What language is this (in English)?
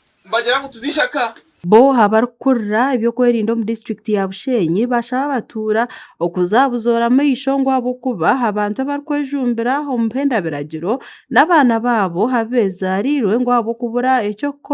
Nyankole